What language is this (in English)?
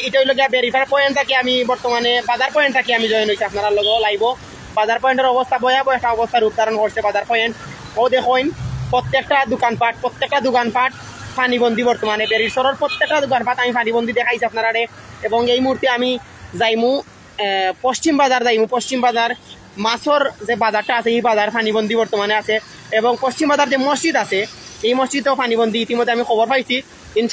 Sylheti